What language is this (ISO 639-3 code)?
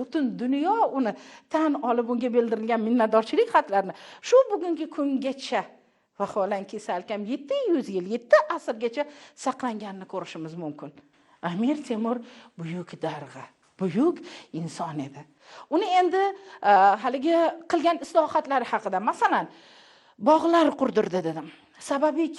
uzb